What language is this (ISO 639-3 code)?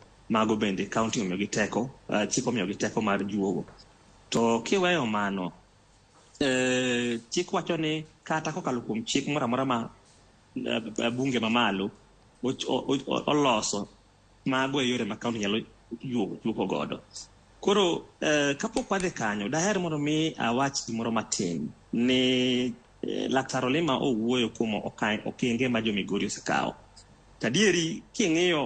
luo